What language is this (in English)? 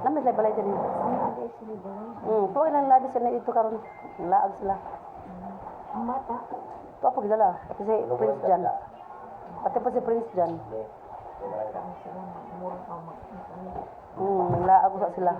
Cebuano